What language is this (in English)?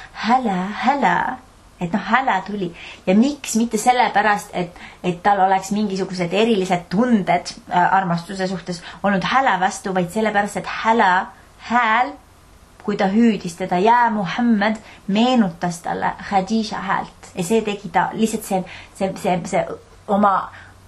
Estonian